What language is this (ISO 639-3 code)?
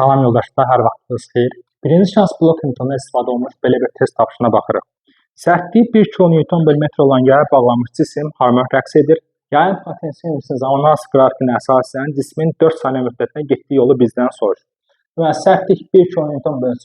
aze